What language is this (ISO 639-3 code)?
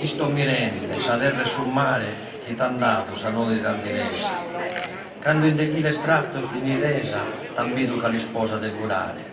srd